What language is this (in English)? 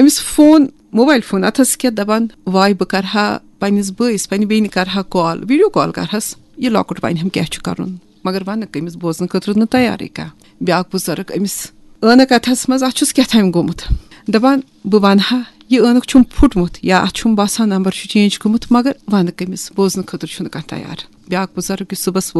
Kashmiri